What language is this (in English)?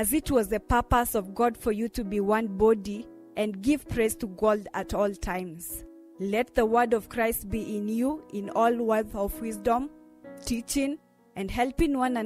Kamba